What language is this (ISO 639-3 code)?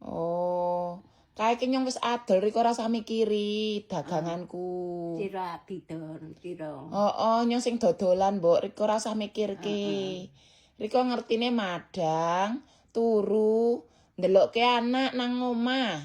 jav